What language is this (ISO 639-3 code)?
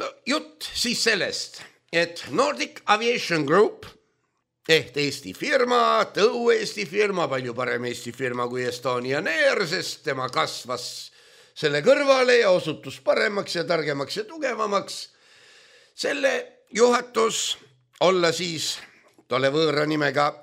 est